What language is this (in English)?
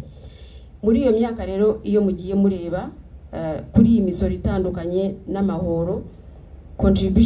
Kinyarwanda